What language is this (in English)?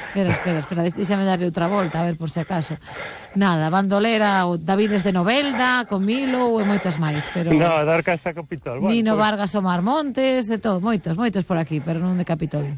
Galician